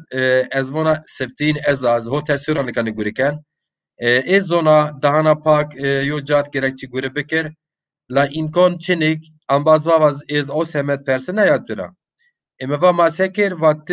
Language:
Zaza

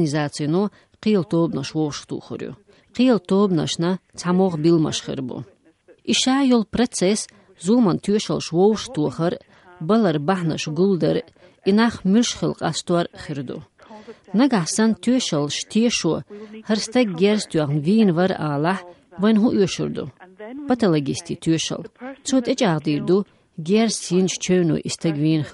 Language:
Chechen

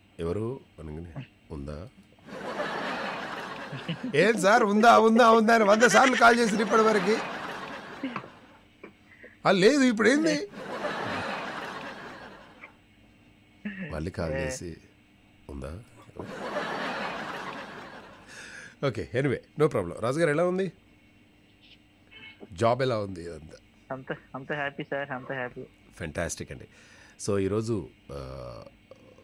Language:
Telugu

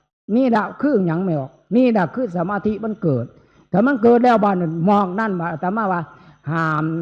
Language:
Northeastern Thai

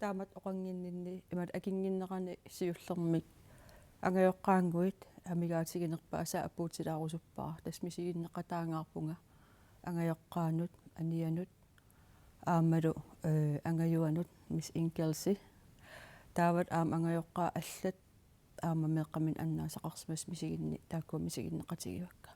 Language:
Kalaallisut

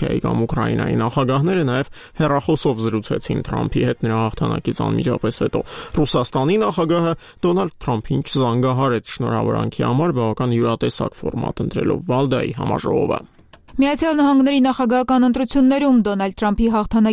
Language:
Armenian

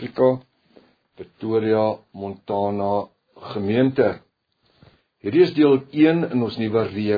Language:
Afrikaans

